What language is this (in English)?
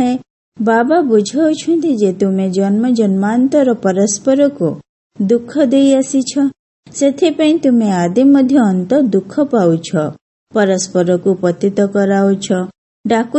Odia